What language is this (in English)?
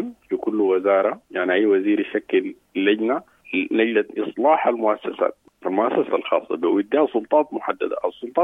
Sudanese Arabic